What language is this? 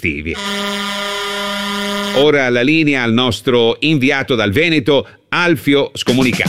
Italian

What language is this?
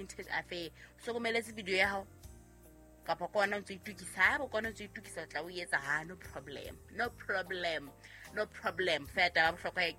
Southern Sotho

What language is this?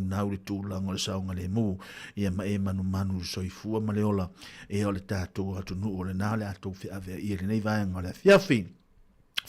Samoan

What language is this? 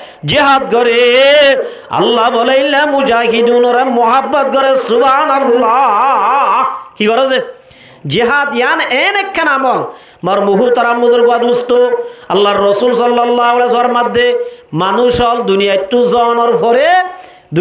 Rohingya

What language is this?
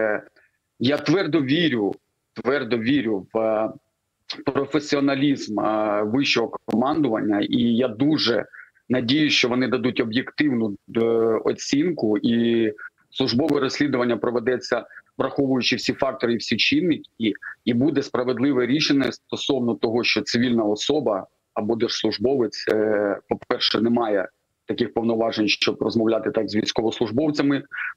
Ukrainian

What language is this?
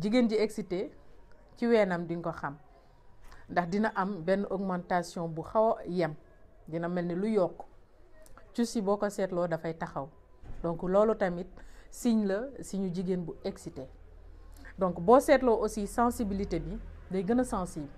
Wolof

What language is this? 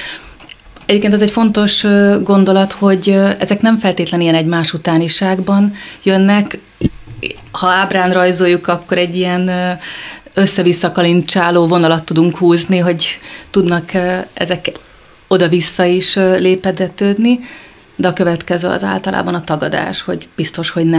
Hungarian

